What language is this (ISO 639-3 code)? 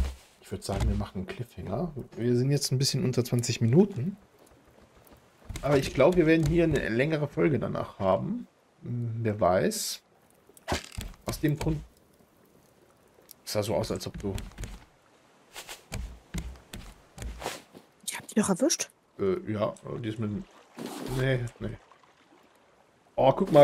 deu